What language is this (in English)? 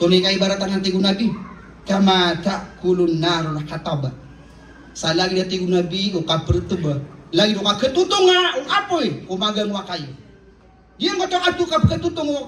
Maranao